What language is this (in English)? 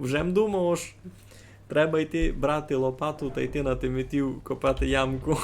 Rusyn